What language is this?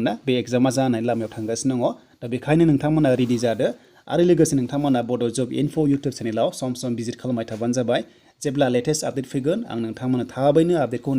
Bodo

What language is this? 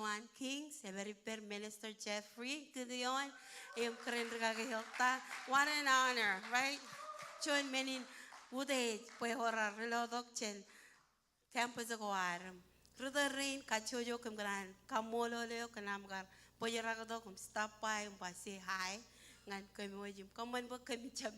Marshallese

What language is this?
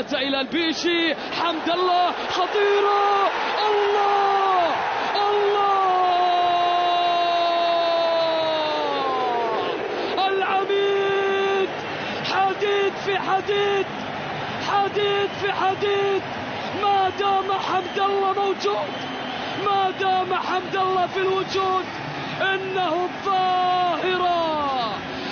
Arabic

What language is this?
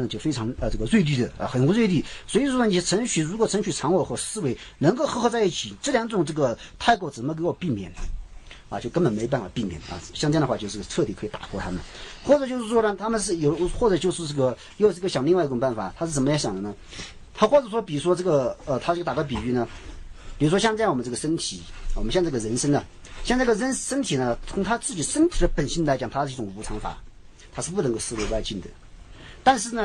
Chinese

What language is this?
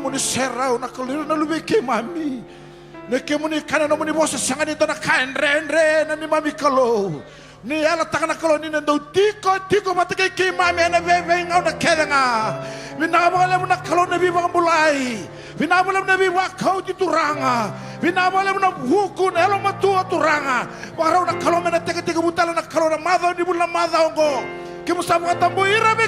Fijian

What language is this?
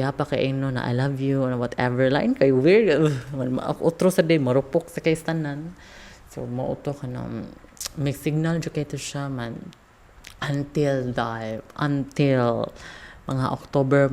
Cebuano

